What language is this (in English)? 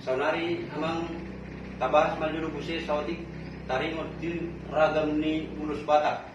Batak Toba